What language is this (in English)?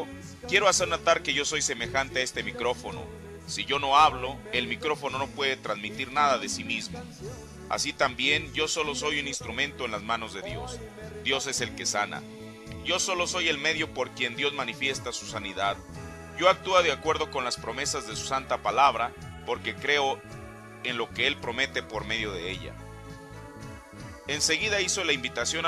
Spanish